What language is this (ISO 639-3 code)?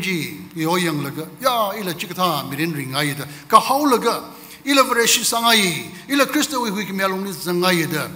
nmf